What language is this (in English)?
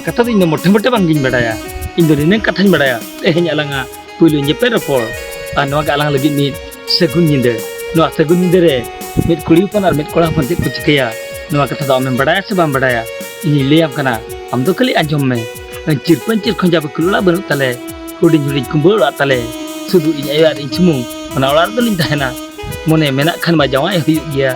Santali